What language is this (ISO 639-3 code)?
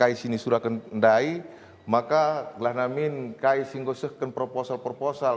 btx